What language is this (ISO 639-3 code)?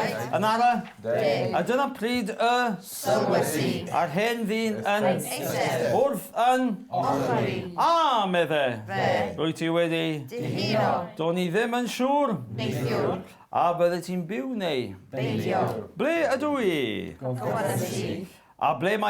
cym